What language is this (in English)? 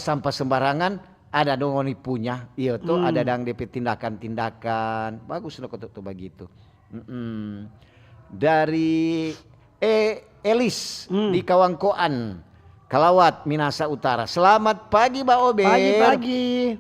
Manado Malay